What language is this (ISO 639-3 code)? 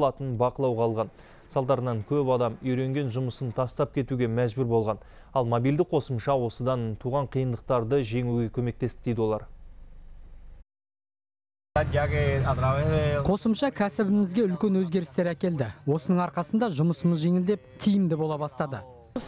kaz